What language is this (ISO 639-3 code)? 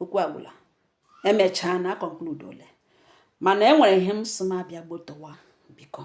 ibo